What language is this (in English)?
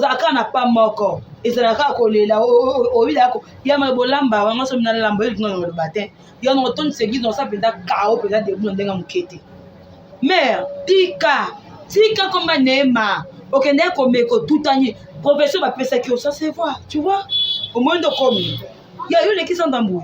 Lingala